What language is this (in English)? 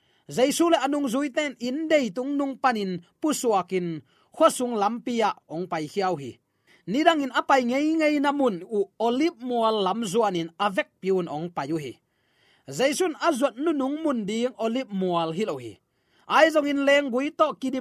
Tedim Chin